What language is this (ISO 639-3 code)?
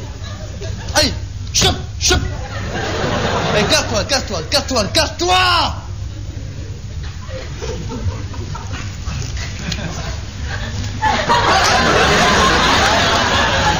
fra